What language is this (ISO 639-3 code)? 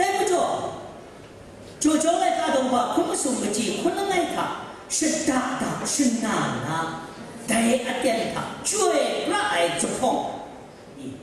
kac